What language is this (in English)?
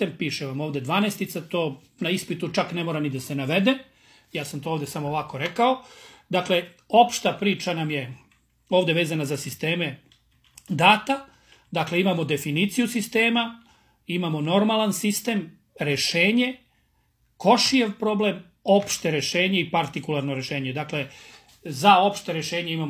Serbian